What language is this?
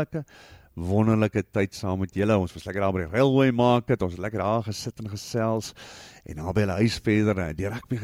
Afrikaans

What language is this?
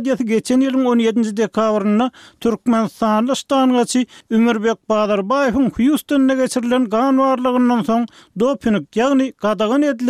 Turkmen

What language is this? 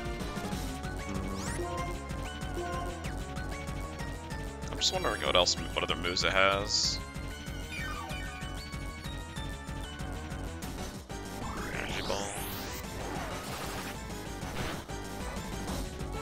English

